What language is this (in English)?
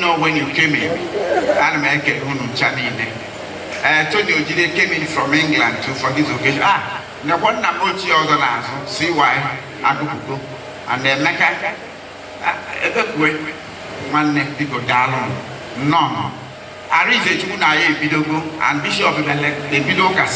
Igbo